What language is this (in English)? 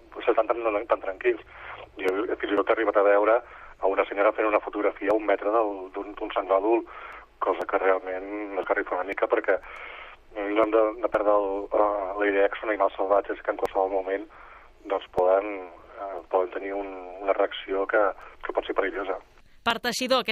Catalan